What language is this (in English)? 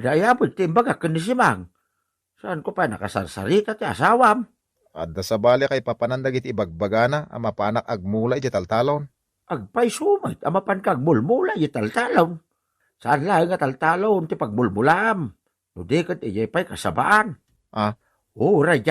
Iloko